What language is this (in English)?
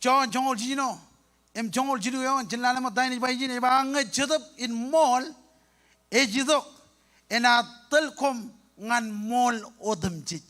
Marshallese